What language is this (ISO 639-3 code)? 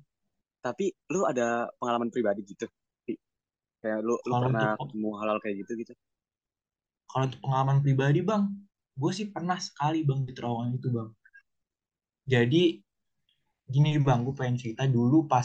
ind